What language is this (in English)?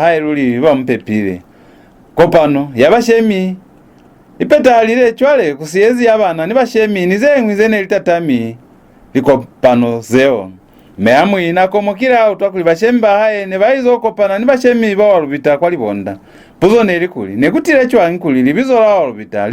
Lozi